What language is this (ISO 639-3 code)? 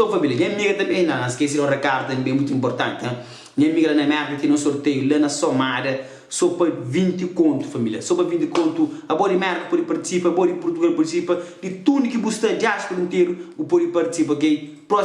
kea